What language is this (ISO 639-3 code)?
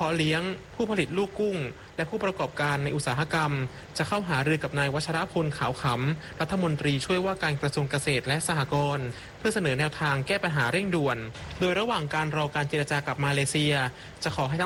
tha